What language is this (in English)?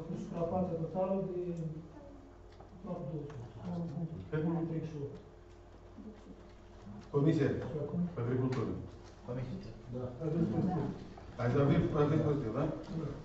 Romanian